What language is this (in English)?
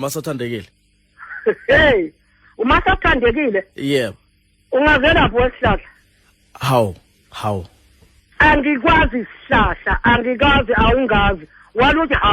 Zulu